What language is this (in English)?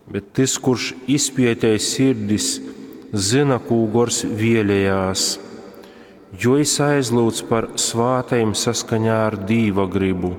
Latgalian